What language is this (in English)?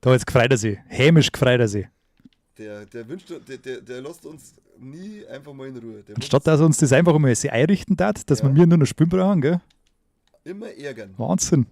Bavarian